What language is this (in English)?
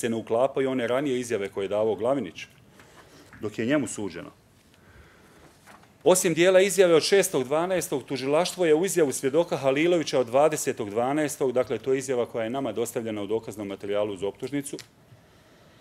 Bosnian